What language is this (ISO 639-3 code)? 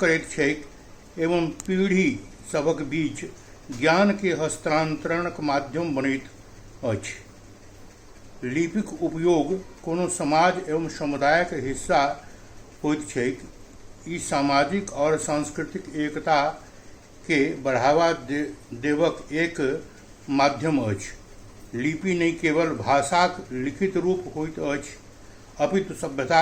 mai